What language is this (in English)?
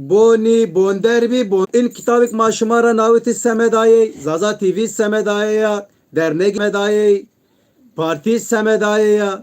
Zaza